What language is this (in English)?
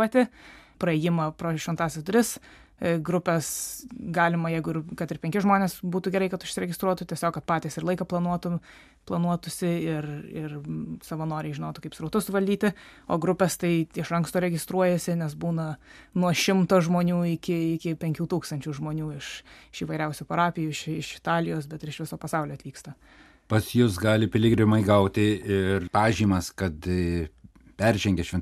Lithuanian